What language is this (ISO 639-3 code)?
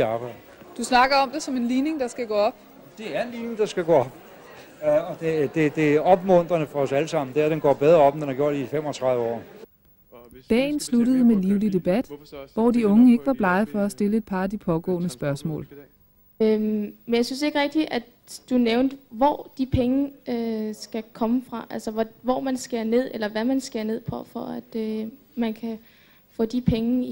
dan